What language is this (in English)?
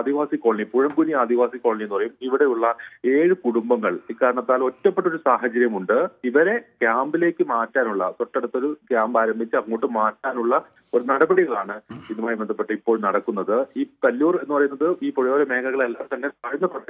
Malayalam